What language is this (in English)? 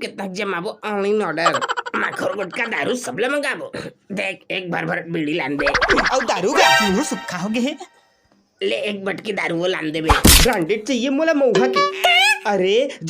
Chhattisgarhi